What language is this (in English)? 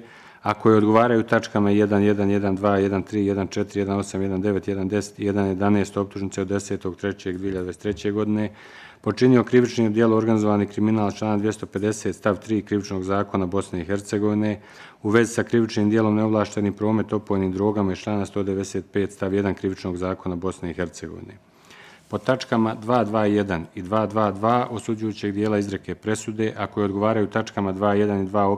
Bosnian